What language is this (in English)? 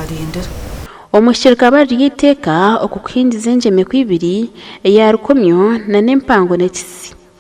Nyankole